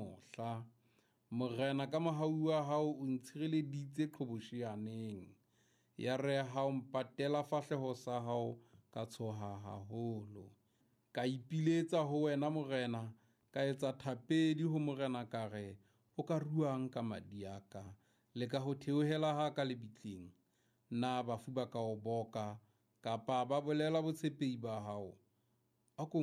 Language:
Southern Sotho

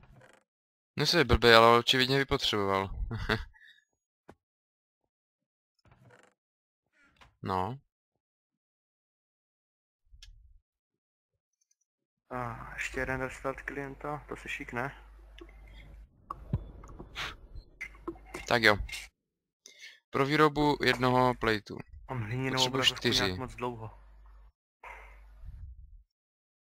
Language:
Czech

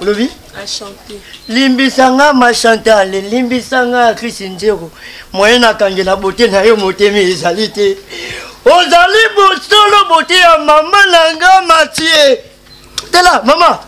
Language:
Lingala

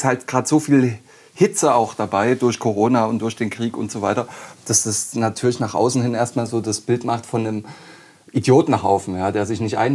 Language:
German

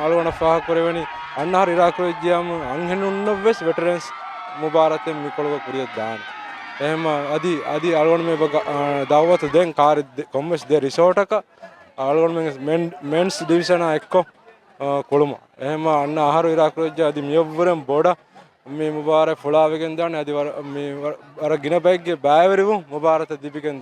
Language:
Divehi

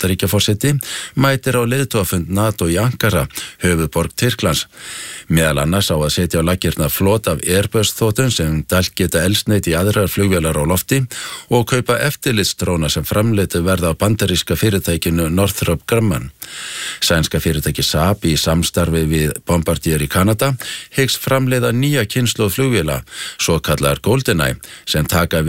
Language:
Icelandic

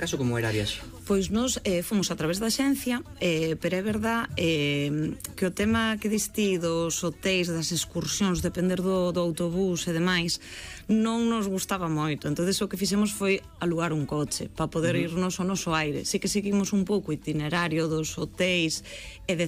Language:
Galician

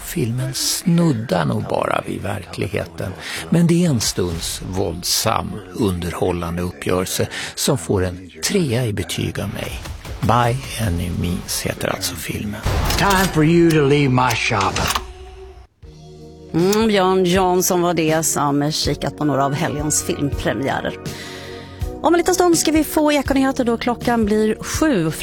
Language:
Swedish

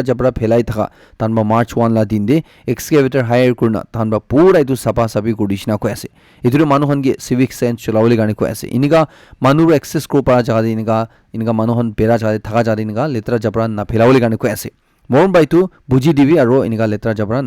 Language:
Naga Pidgin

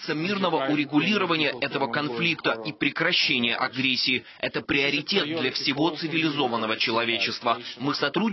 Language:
Russian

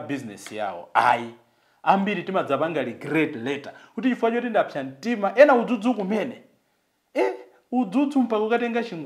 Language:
Nyanja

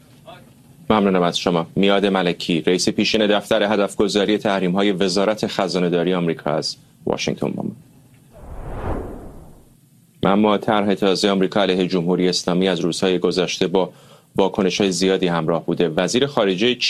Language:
Persian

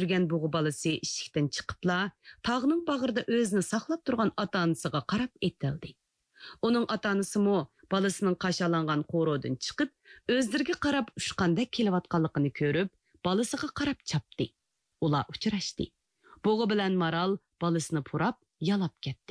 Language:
Uyghur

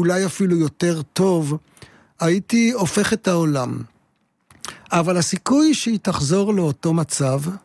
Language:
Hebrew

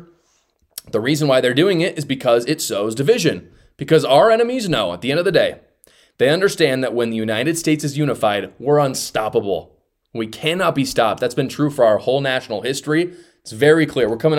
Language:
English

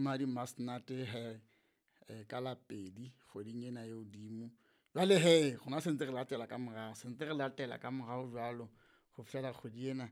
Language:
Southern Sotho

